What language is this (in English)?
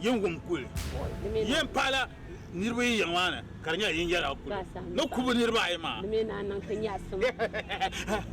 Dagbani